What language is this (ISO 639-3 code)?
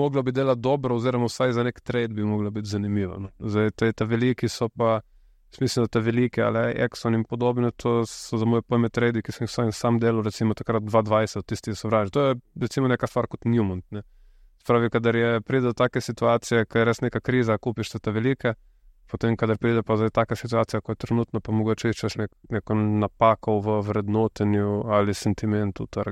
slv